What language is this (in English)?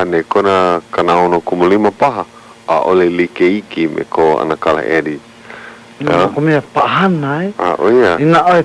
Hawaiian